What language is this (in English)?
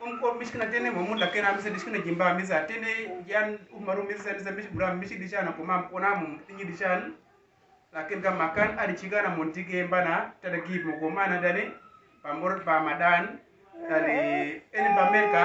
Uduk